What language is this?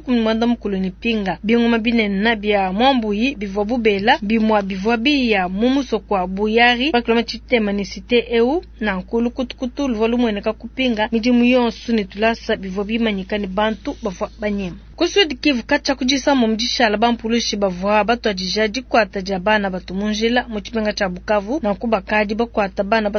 Luba-Lulua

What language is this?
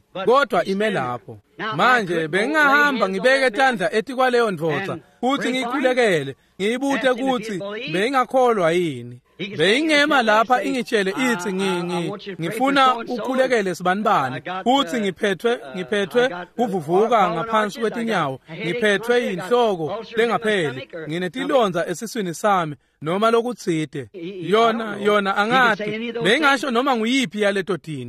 Swati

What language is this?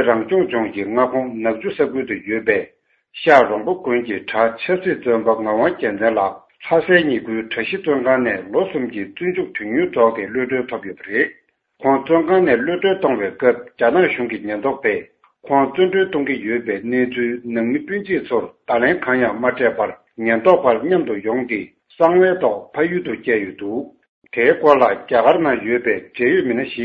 Tibetan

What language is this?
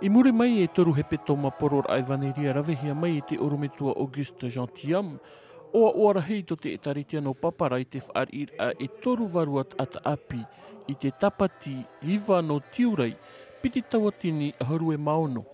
Tahitian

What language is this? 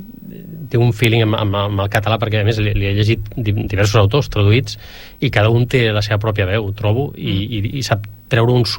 Catalan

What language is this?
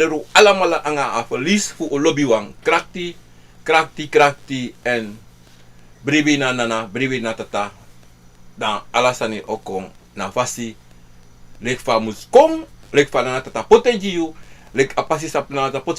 Sranan Tongo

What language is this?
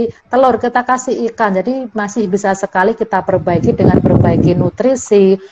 Indonesian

